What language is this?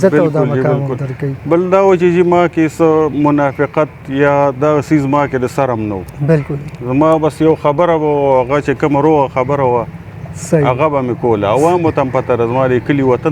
Pashto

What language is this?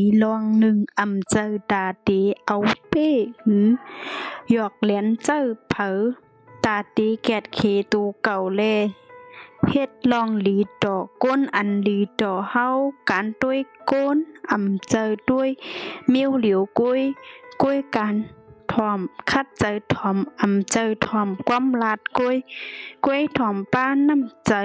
Shan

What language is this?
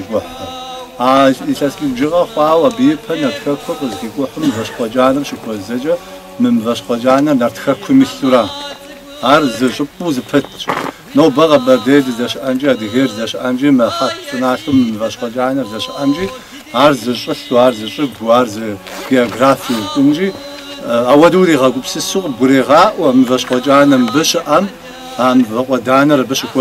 Kabardian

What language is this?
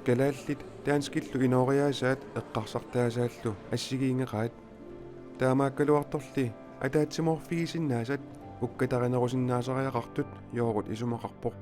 Kalaallisut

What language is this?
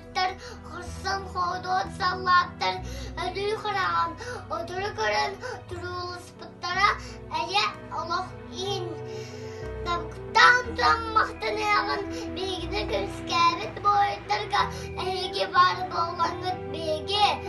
Yakut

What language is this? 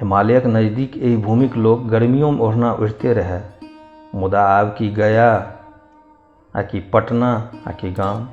Maithili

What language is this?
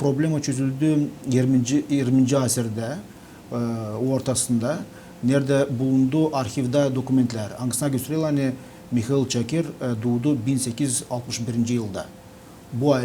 Gagauz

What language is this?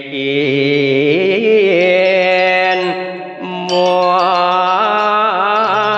Balinese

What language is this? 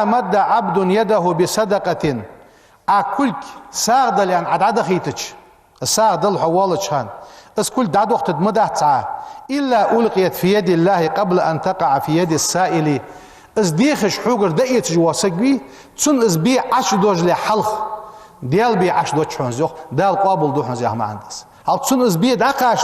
Ingush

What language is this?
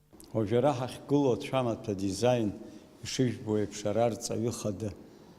Abkhazian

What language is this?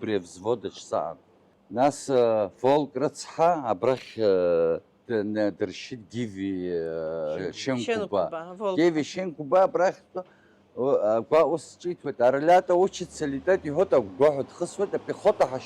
Abkhazian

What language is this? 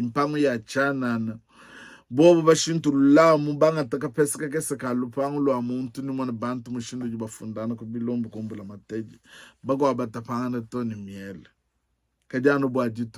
Luba-Lulua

